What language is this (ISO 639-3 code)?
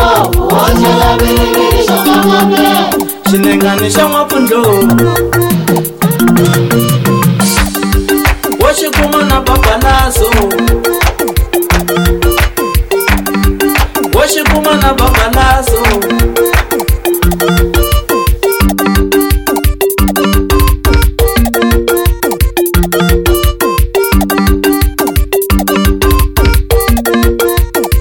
swa